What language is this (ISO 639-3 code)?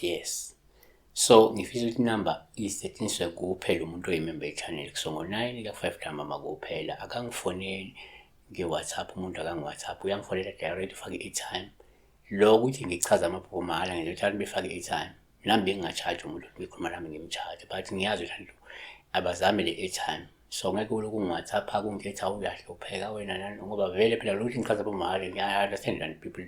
zul